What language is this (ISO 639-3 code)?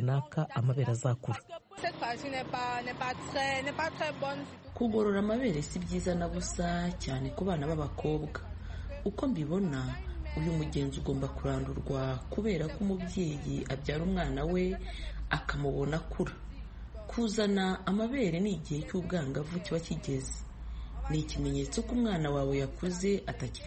kin